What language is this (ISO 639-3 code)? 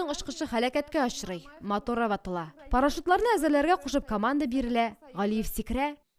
tat